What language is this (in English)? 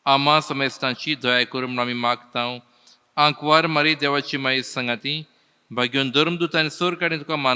Konkani